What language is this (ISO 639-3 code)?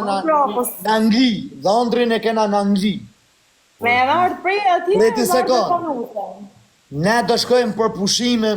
sqi